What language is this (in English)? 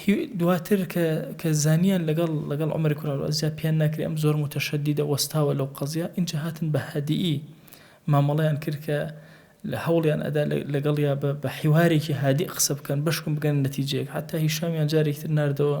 Central Kurdish